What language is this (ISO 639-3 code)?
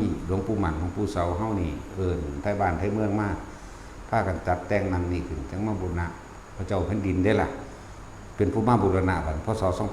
tts